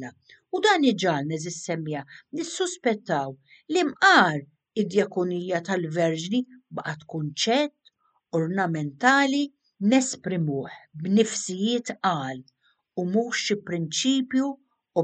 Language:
Maltese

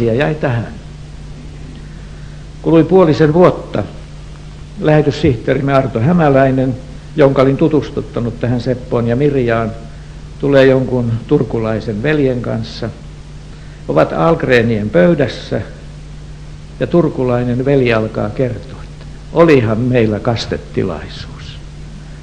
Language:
Finnish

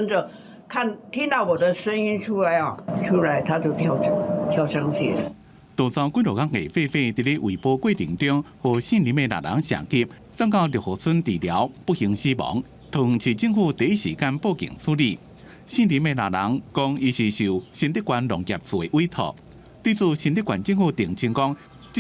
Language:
Min Nan Chinese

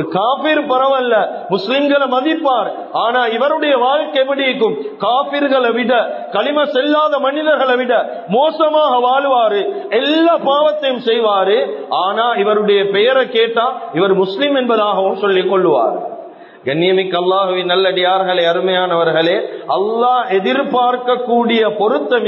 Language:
Tamil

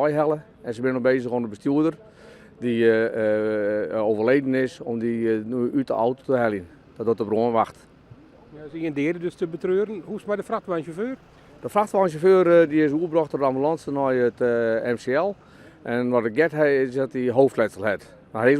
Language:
Western Frisian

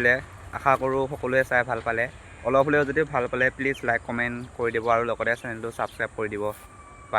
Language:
Assamese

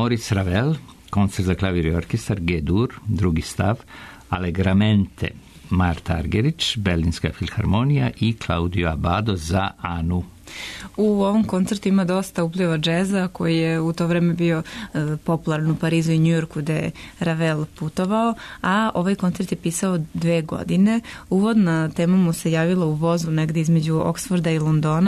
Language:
Serbian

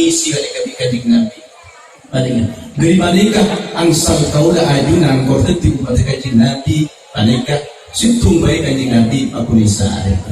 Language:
Madurese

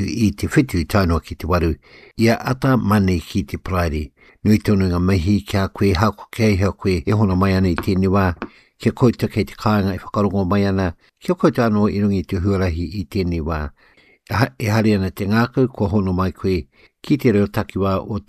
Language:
Māori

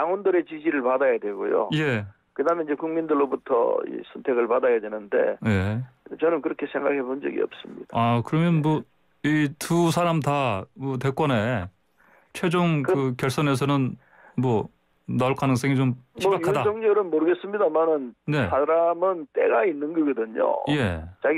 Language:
Korean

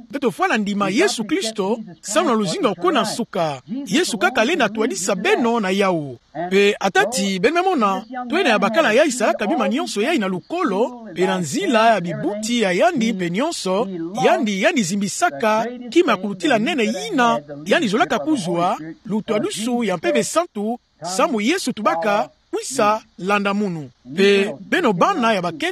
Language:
Kituba (Democratic Republic of Congo)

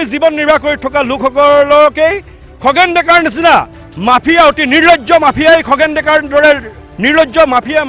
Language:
Assamese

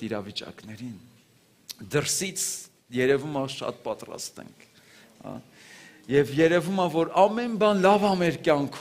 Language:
Armenian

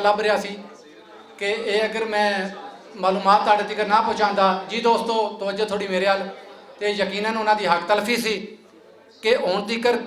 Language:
Western Panjabi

